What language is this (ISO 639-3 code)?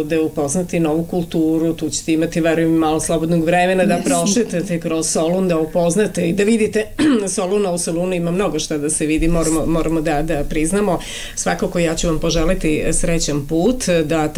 srp